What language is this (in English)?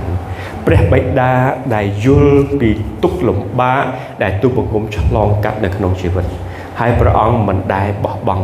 Khmer